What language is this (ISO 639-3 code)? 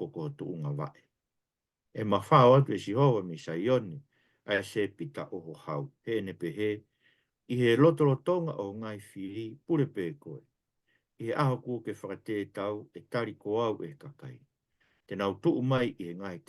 ton